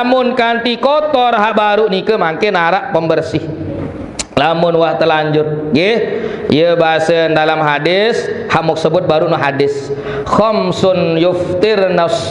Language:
Sasak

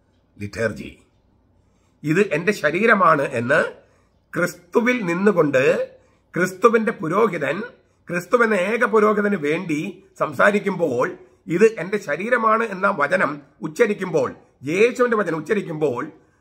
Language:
Malayalam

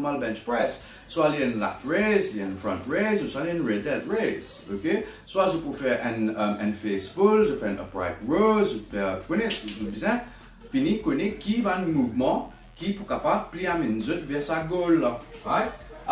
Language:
Morisyen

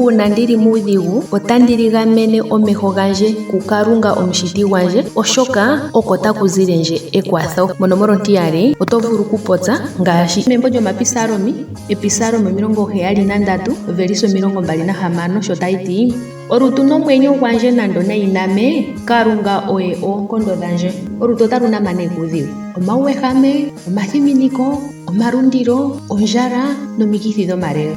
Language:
Ndonga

